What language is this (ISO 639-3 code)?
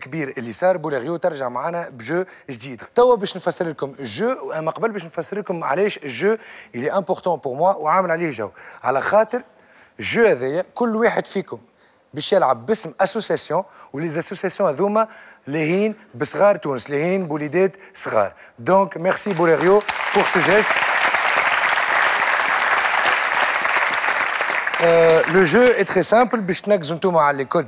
aeb